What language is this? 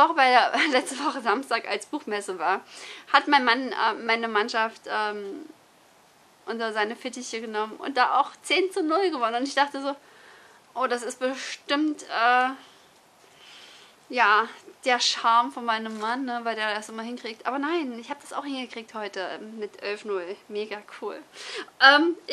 German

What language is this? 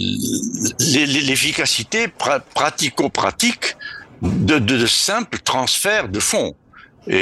French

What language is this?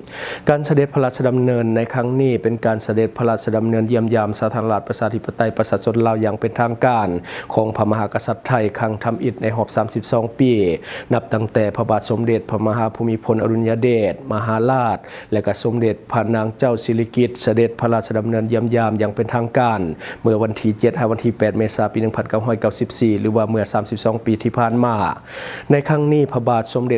Lao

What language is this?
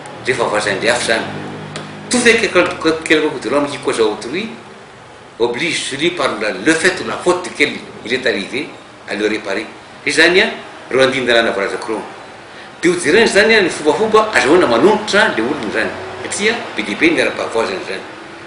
Malagasy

